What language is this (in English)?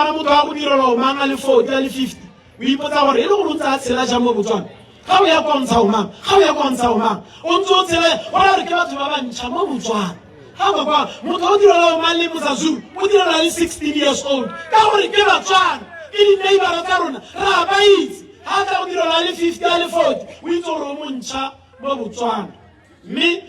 Tswana